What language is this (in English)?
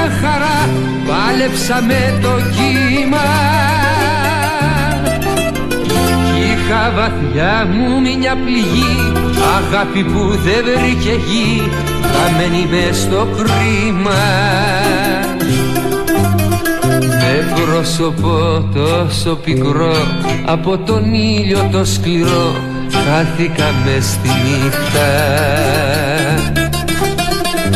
Greek